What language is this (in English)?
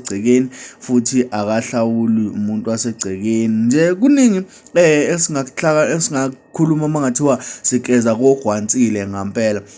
Zulu